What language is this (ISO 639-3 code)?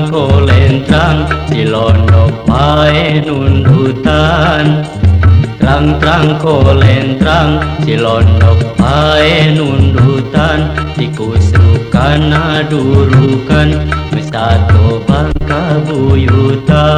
sun